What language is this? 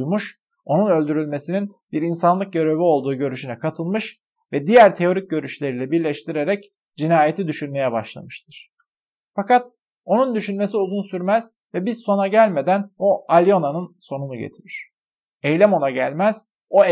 Turkish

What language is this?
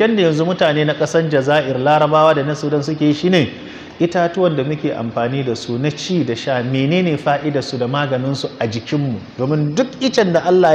Hausa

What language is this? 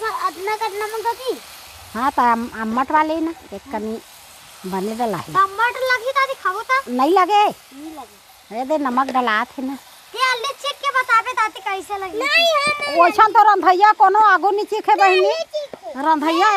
Chhattisgarhi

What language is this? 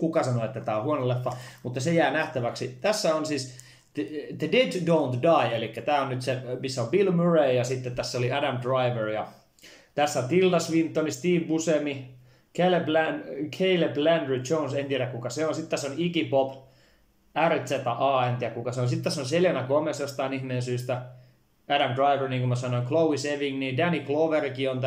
Finnish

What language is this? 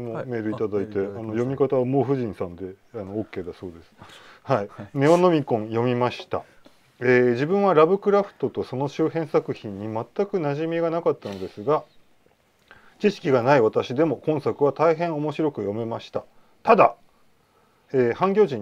Japanese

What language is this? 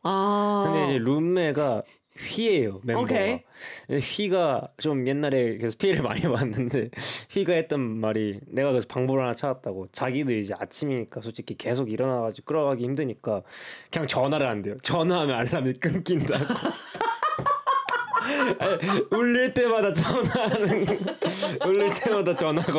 Korean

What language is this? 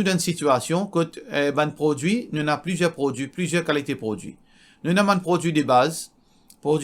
Morisyen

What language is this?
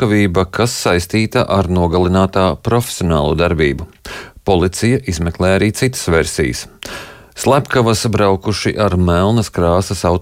Latvian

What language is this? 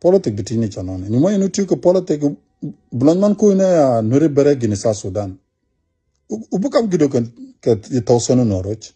Nuer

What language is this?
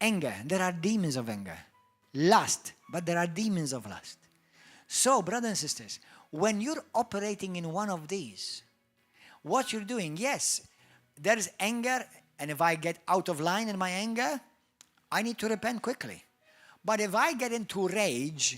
English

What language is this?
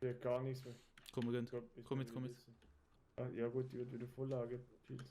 Swiss German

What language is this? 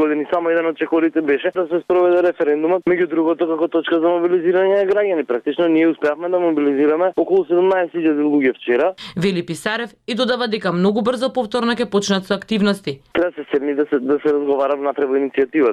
Macedonian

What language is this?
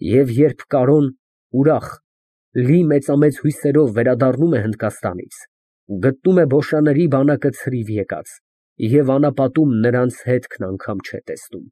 Armenian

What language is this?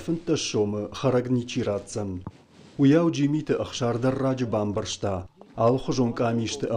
Ossetic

